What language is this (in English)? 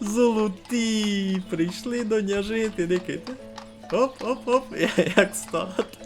Rusyn